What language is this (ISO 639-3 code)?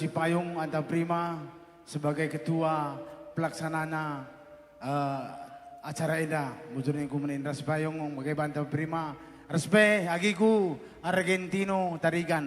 btx